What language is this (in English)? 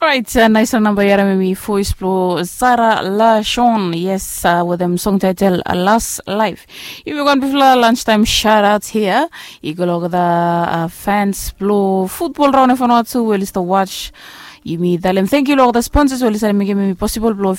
Bislama